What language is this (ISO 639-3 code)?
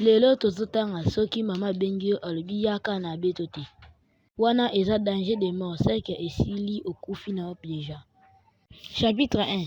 lin